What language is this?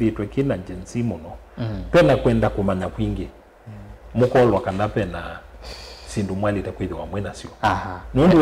Kamba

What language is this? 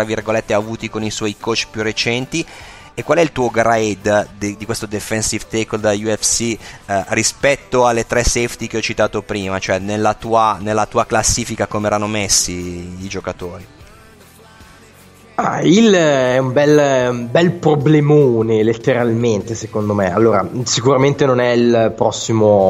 Italian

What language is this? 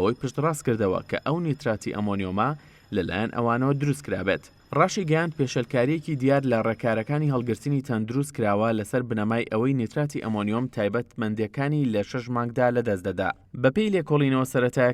Central Kurdish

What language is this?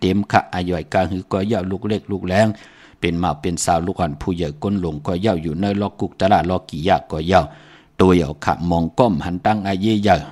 Shan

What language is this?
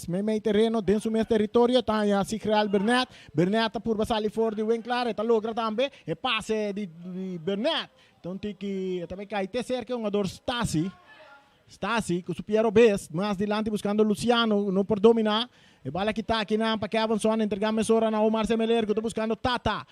Papiamento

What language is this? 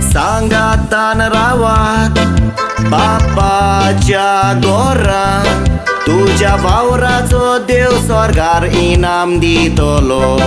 Konkani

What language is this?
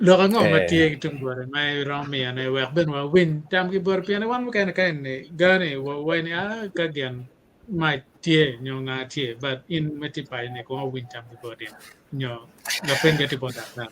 Acoli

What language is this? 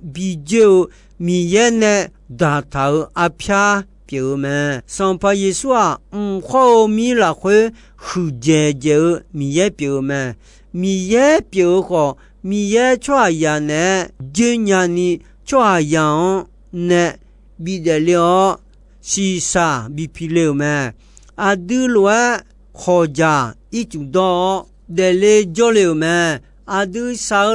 Akha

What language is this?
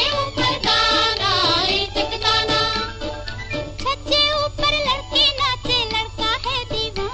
Hindi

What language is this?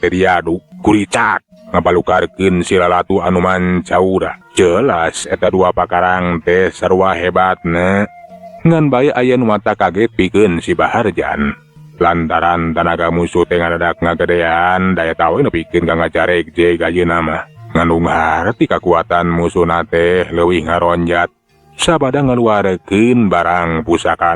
Sundanese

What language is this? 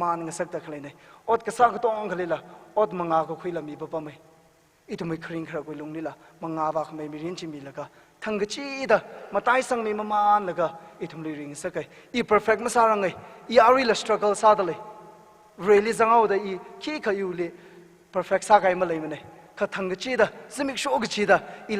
Tangkhul Naga (India)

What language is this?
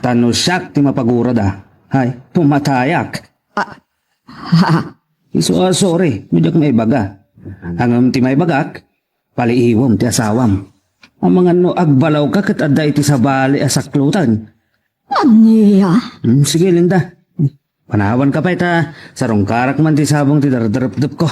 Iloko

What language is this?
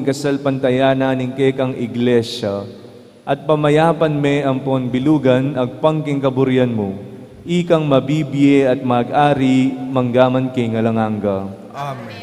Pampanga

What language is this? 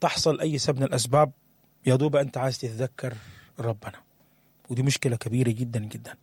Sudanese Arabic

